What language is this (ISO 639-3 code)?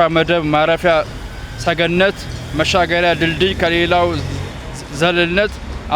amh